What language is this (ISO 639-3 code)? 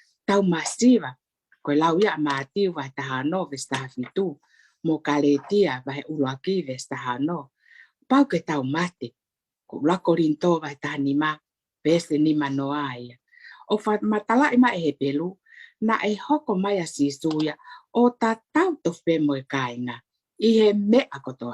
ton